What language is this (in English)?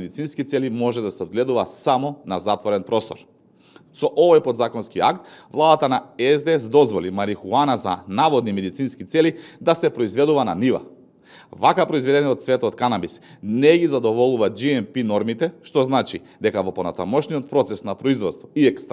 Macedonian